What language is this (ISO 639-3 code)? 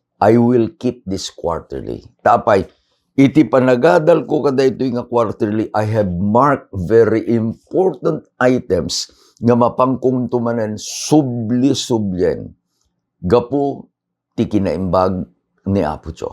ilo